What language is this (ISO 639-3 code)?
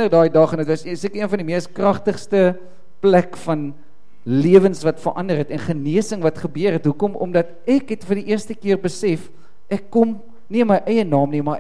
afr